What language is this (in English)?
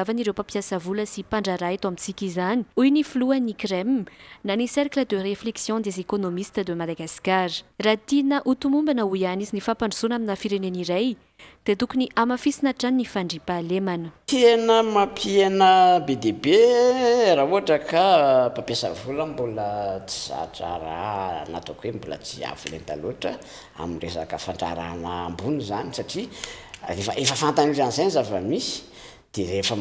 Malagasy